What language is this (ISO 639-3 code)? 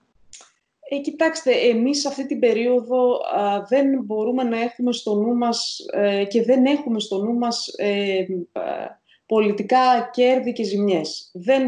ell